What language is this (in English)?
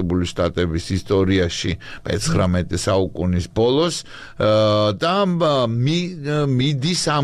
Georgian